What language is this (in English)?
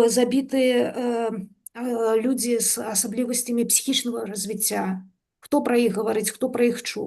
Belarusian